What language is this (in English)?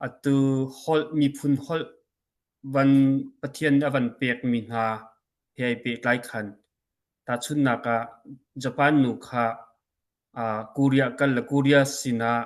Hakha Chin